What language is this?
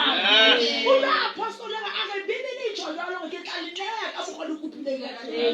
Southern Sotho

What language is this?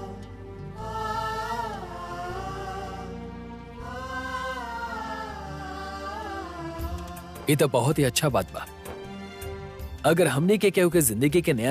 Bhojpuri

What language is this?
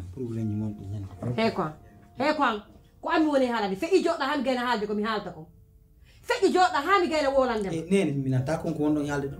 Pular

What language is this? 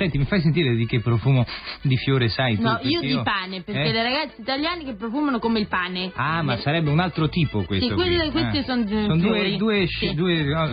Italian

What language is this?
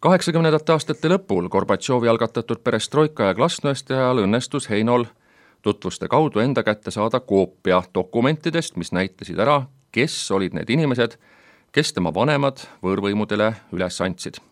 Estonian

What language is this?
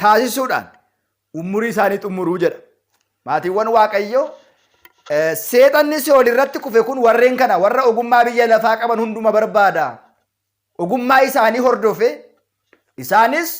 Oromo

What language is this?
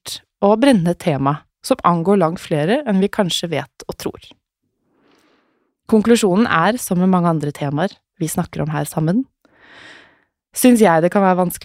Norwegian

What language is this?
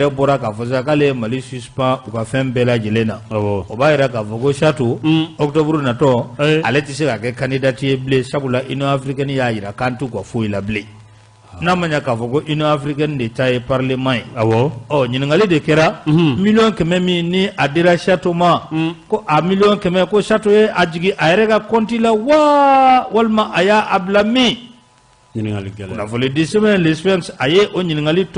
Bambara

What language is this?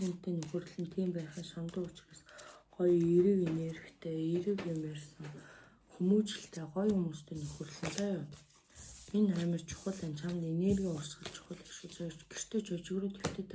Mongolian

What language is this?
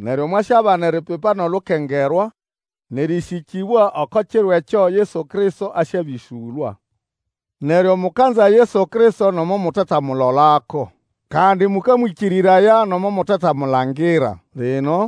Nande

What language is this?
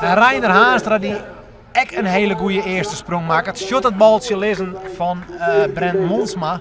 Western Frisian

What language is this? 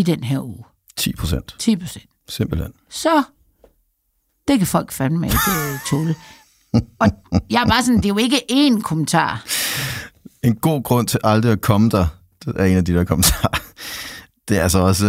Danish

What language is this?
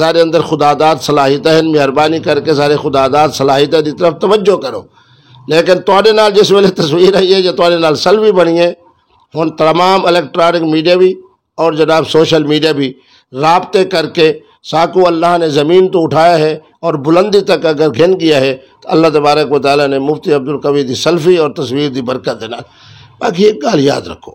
Saraiki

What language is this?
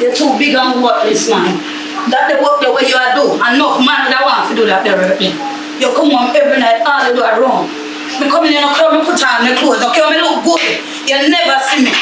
Jamaican Creole English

